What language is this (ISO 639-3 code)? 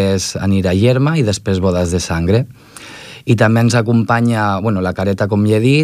cat